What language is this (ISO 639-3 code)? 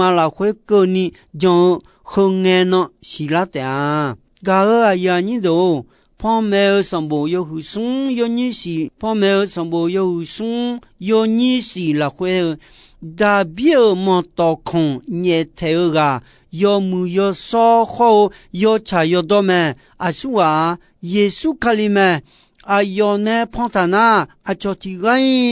ahk